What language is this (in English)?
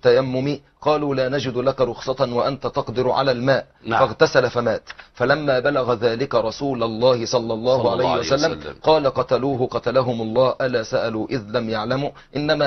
Arabic